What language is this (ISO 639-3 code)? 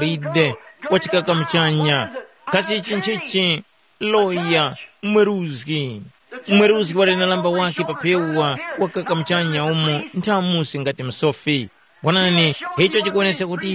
tum